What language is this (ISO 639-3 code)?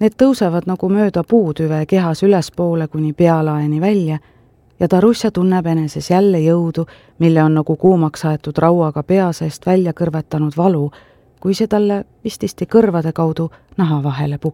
est